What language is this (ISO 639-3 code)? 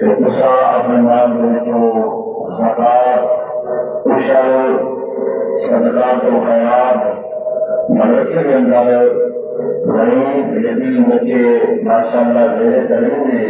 skr